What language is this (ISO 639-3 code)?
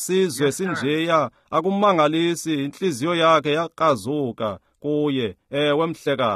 xho